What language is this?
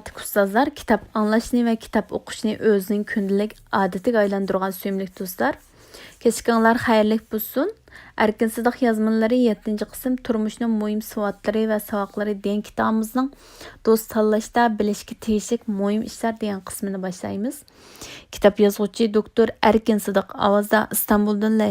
Uyghur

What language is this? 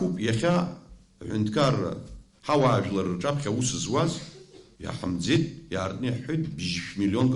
Abkhazian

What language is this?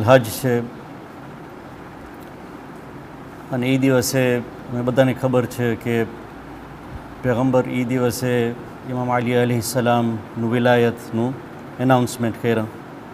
Gujarati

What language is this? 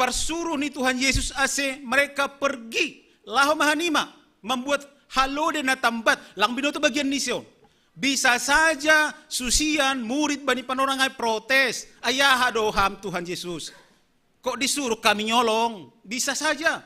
Batak Simalungun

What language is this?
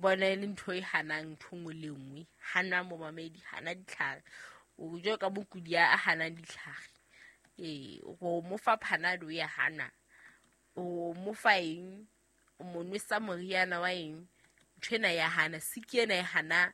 Southern Sotho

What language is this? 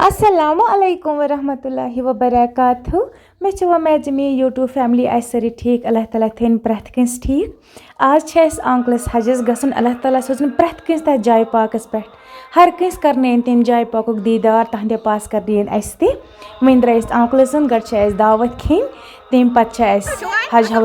Kashmiri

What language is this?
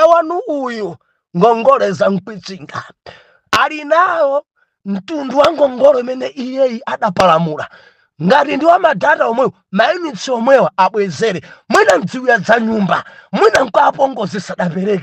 Nyanja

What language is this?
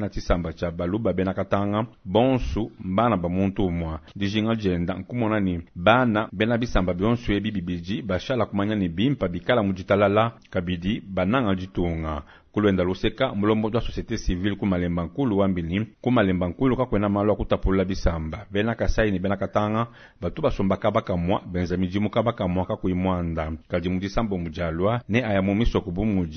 Luba-Lulua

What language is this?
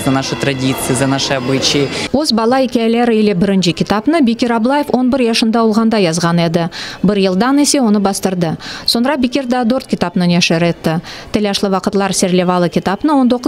Crimean Tatar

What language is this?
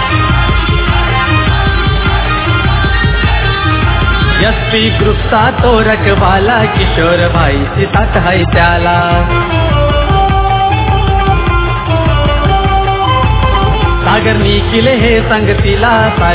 Marathi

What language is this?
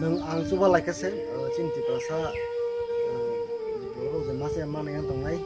Kok Borok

